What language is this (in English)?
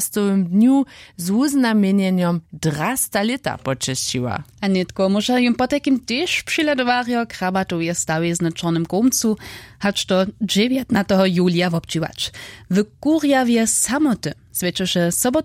Upper Sorbian